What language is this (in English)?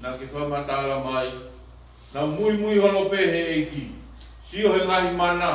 Tongan